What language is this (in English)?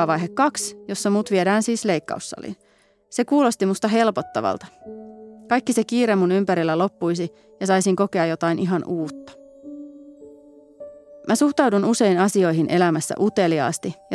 Finnish